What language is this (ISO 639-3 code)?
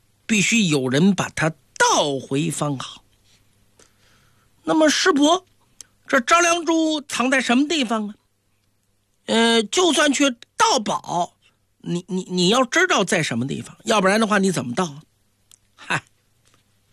zho